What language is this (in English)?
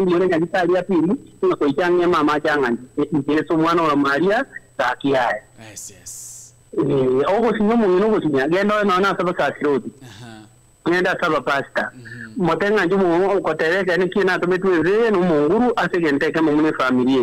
Gusii